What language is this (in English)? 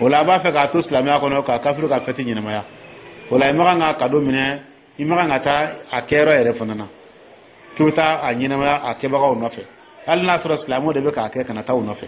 Dyula